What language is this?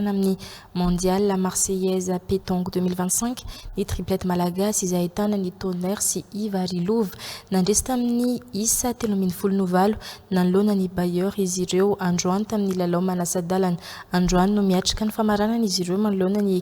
Malagasy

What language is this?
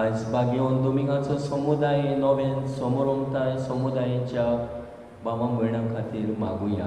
Konkani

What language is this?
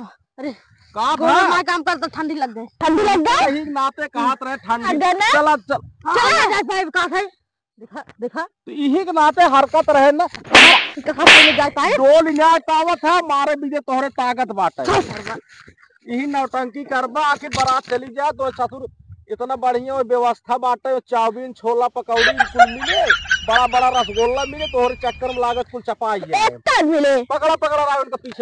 Awadhi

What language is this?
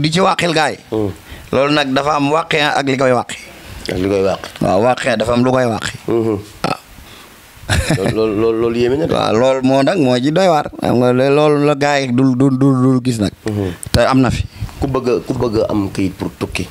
Wolof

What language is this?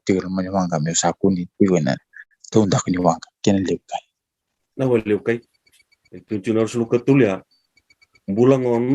Fijian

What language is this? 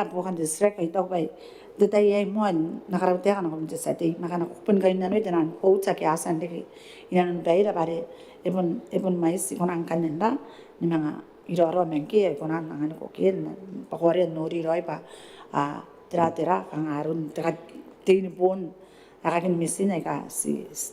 Gilbertese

